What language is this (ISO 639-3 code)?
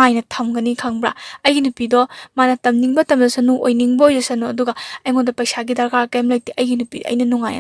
mni